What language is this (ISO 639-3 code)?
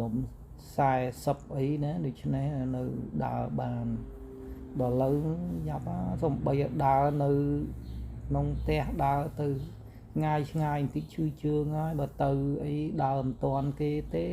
khm